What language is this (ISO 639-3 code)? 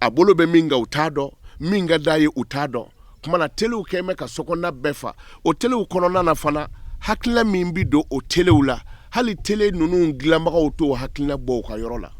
bam